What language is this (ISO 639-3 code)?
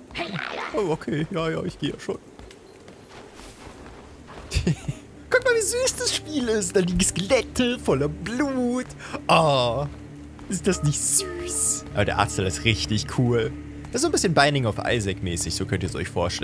deu